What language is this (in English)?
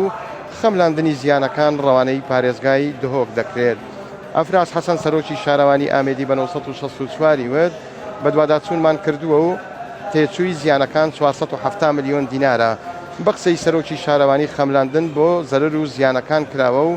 Central Kurdish